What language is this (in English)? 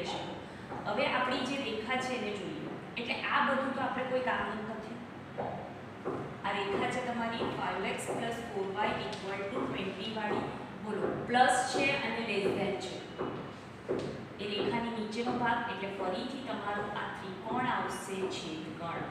Gujarati